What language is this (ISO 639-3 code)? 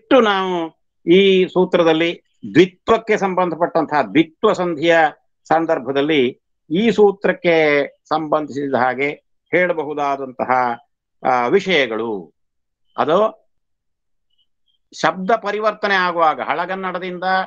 kan